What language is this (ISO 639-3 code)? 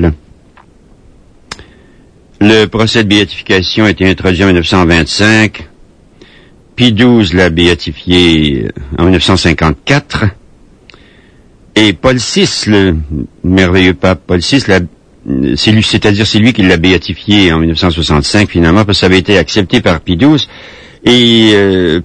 fra